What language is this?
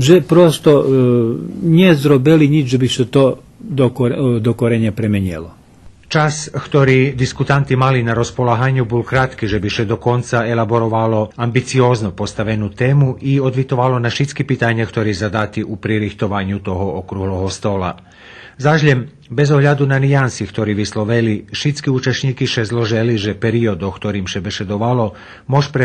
Rusyn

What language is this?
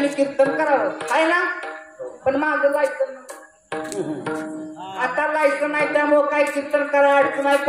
Marathi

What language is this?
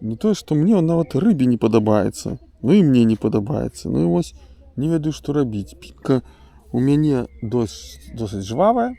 Belarusian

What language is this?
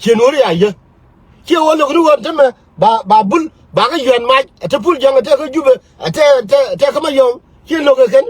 Nuer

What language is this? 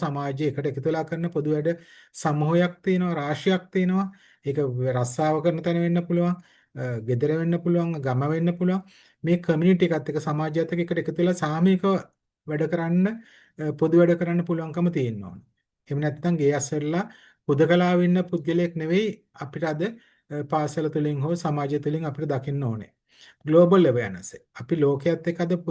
Sinhala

